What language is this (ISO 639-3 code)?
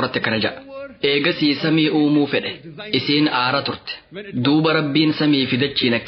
orm